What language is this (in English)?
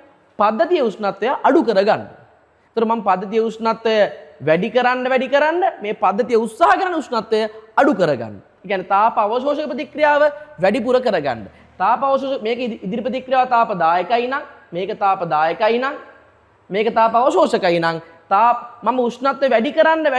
Sinhala